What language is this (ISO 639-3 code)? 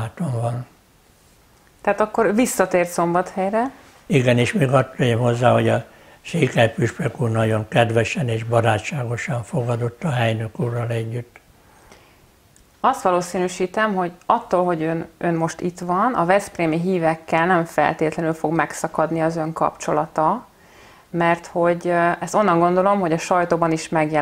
hun